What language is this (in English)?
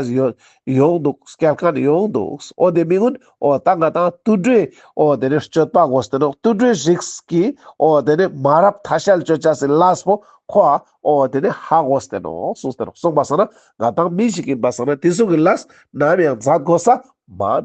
Ladakhi